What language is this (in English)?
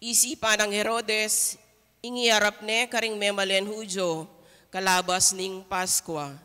Pampanga